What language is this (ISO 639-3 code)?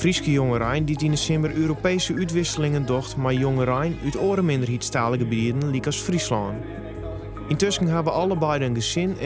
fry